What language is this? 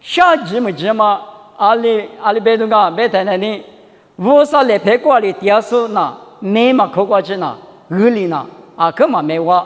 Lisu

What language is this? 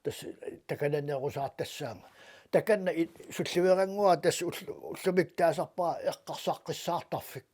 Kalaallisut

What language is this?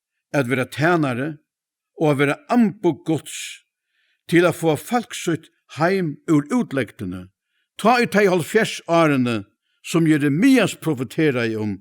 Faroese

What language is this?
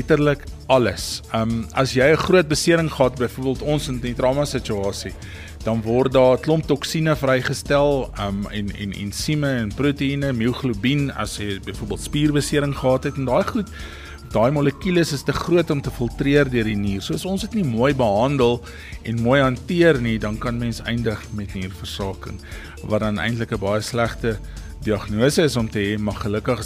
Afrikaans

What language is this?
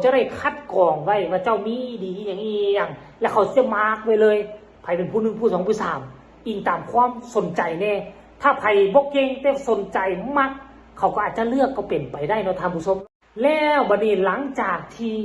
Northeastern Thai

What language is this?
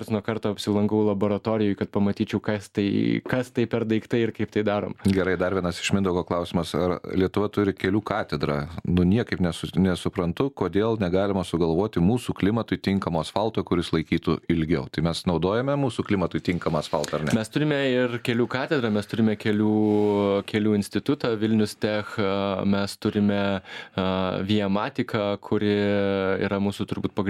Lithuanian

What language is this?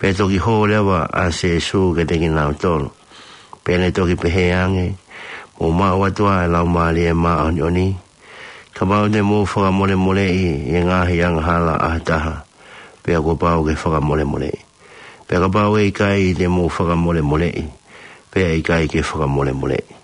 Tongan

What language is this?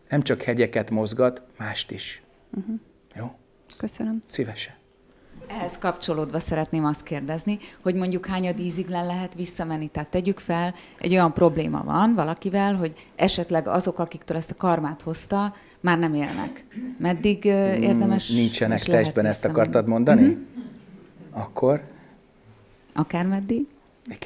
Hungarian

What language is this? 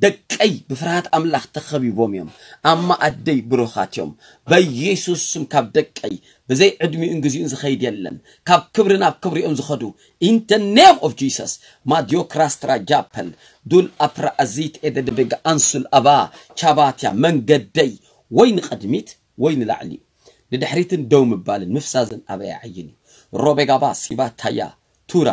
Tigrinya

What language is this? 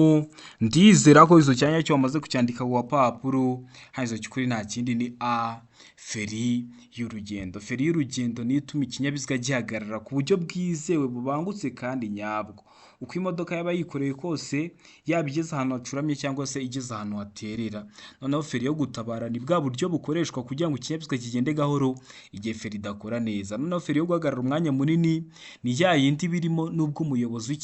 Kinyarwanda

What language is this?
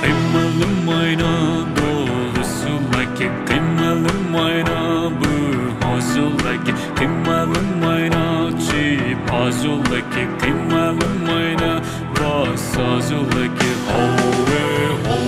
Poumei Naga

